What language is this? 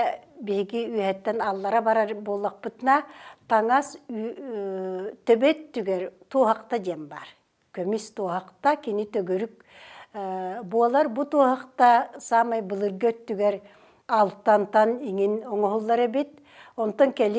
Yakut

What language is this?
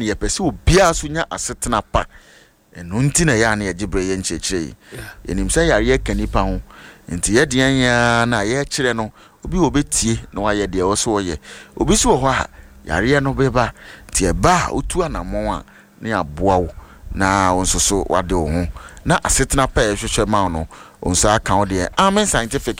Akan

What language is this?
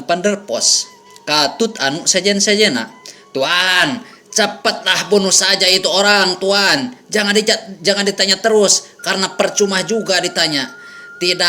Sundanese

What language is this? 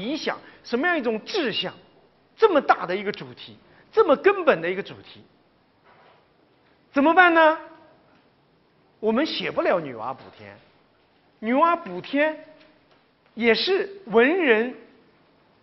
Chinese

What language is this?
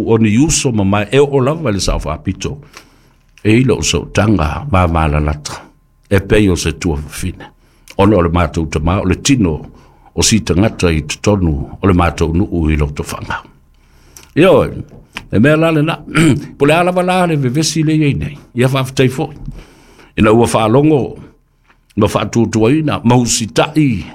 Samoan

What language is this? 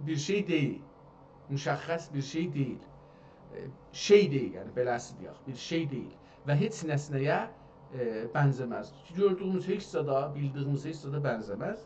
South Azerbaijani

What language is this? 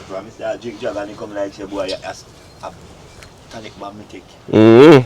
Jamaican Creole English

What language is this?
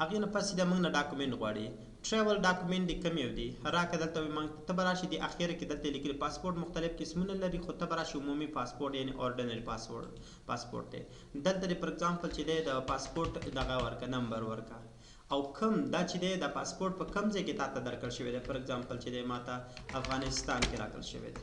Pashto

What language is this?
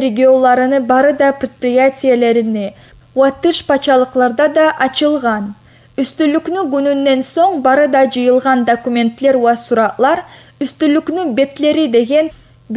Kumyk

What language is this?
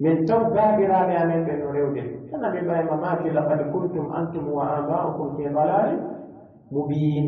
Pular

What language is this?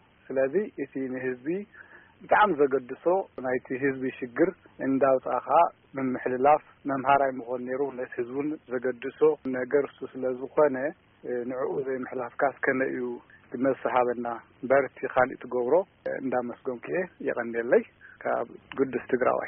Tigrinya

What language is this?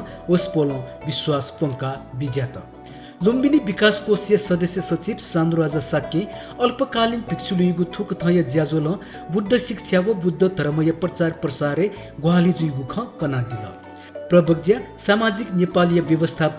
Newari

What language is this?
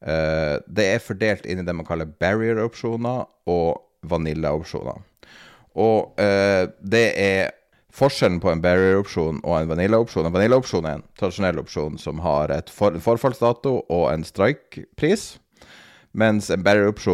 Norwegian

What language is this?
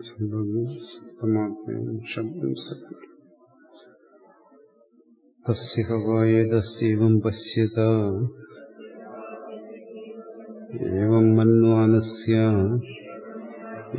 Malayalam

